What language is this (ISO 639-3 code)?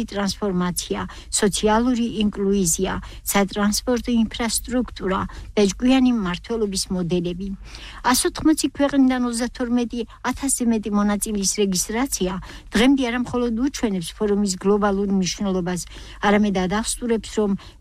kat